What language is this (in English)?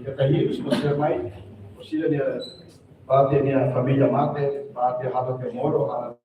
Tetum